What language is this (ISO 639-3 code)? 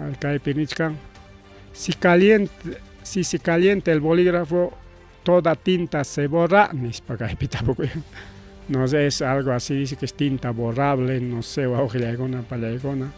quy